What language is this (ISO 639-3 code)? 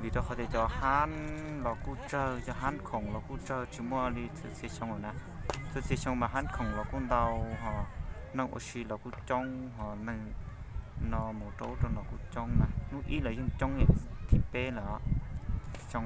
hmn